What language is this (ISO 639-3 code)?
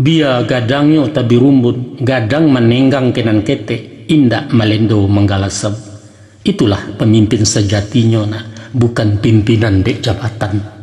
min